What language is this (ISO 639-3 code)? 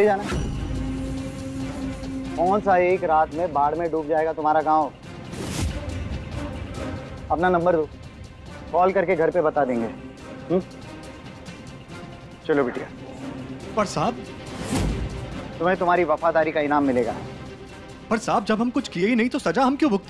hin